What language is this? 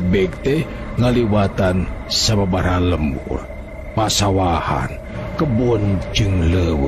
Sundanese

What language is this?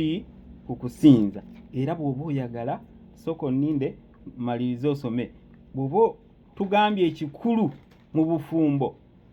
Ganda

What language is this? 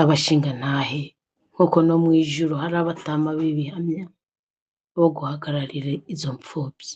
Rundi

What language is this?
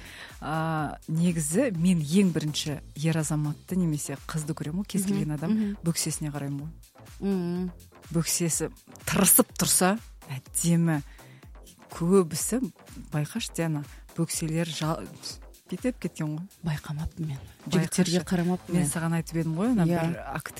Kazakh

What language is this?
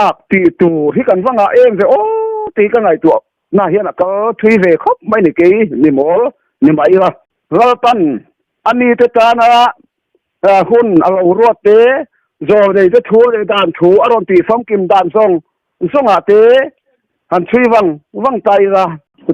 Mizo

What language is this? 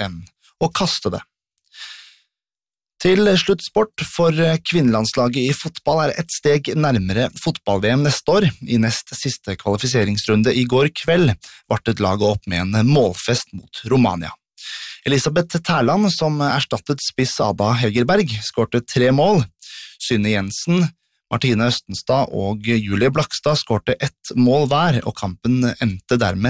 Norwegian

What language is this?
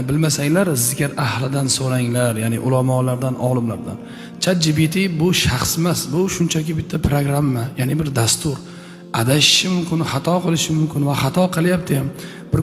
Uzbek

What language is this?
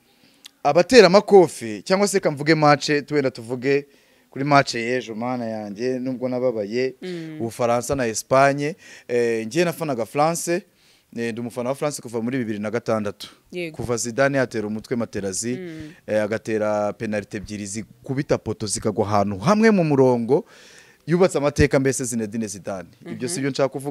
Kinyarwanda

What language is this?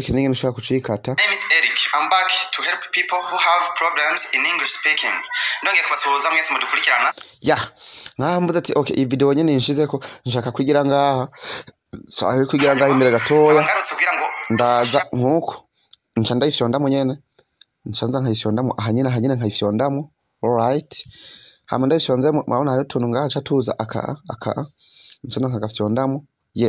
Rundi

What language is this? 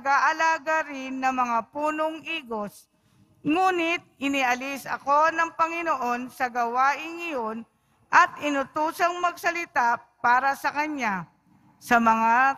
Filipino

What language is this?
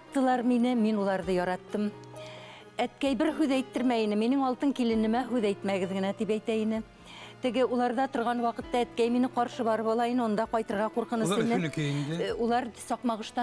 Bashkir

